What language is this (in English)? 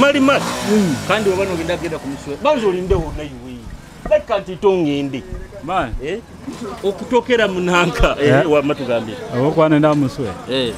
Nyoro